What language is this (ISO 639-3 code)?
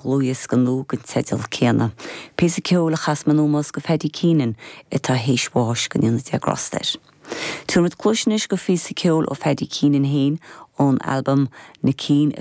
gle